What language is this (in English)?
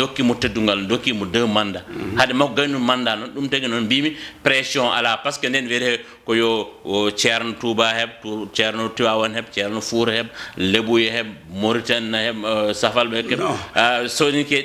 Fula